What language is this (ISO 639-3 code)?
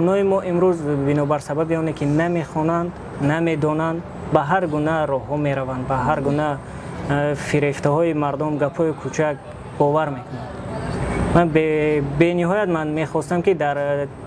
tgk